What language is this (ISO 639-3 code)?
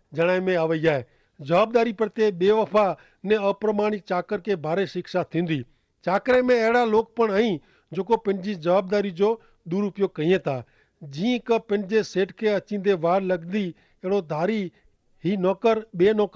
kfr